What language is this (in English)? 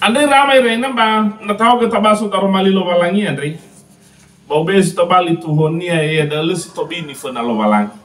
Nias